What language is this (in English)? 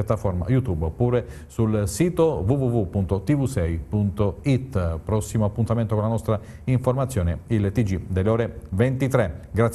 Italian